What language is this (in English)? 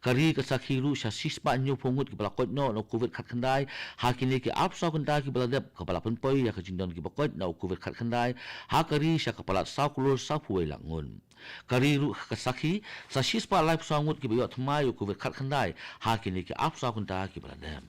Khasi